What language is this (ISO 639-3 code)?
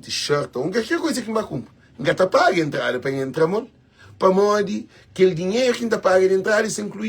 kea